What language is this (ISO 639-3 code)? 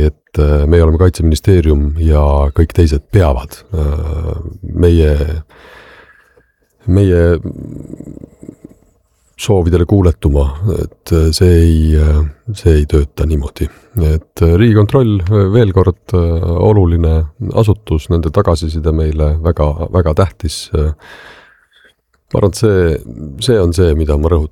est